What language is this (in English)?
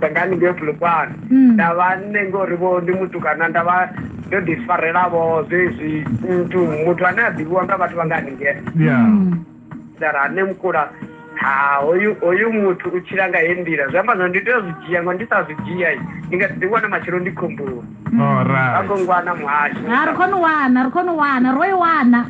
Venda